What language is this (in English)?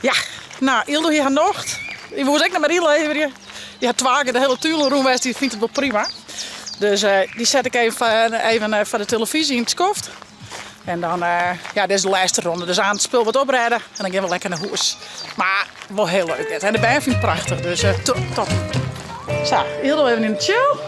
Western Frisian